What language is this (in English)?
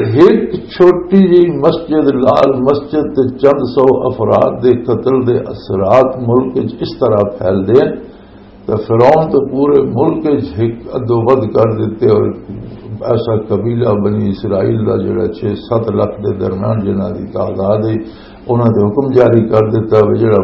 Western Panjabi